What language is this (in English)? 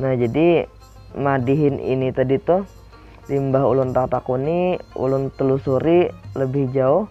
Banjar